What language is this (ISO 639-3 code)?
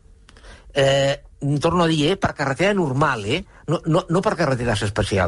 cat